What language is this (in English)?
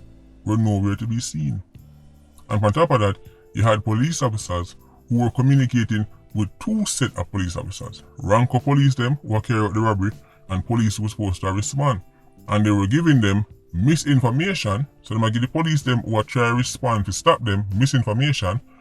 Jamaican Creole English